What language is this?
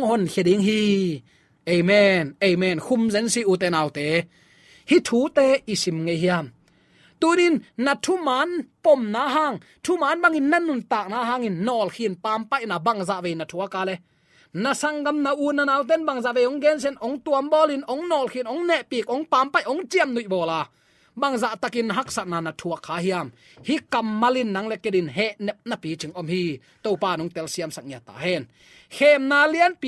Tedim Chin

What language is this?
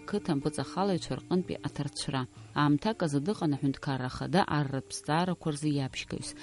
Abkhazian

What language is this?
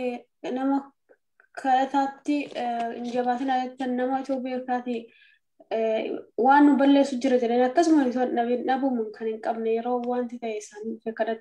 Oromo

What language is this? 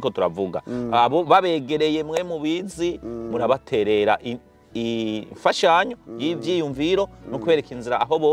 Rundi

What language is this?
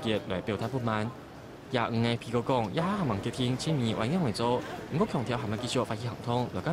Hakka Chinese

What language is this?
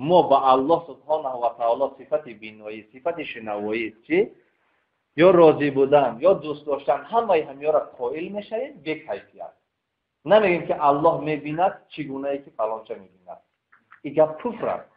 Tajik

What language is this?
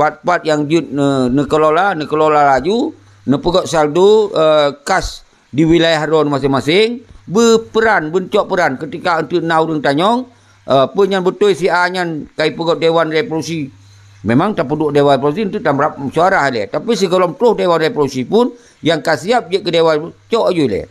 Achinese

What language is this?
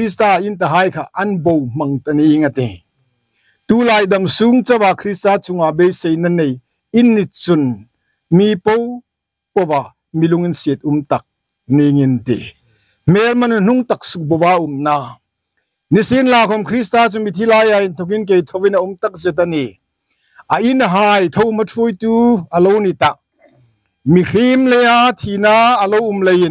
Hmar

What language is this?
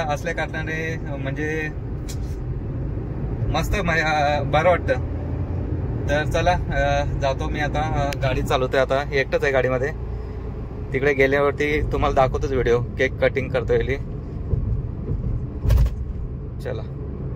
Marathi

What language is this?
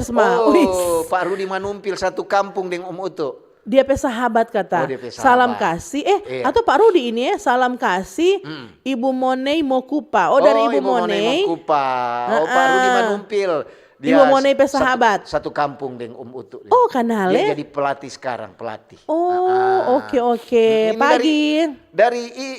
Manado Malay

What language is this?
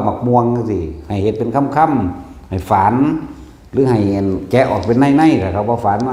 Northeastern Thai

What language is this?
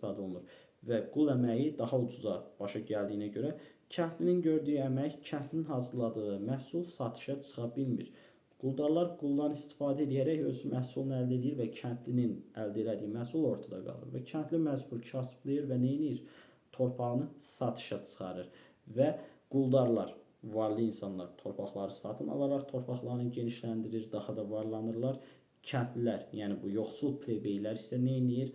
Azerbaijani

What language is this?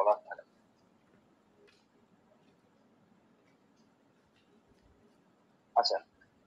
Bangla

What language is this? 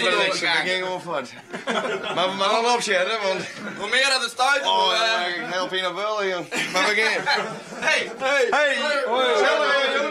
Western Frisian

